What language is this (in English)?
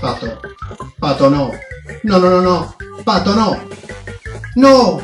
Sardinian